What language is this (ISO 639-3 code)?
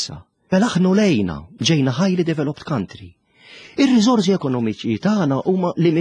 mlt